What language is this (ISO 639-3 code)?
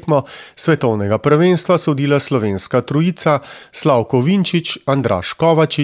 slv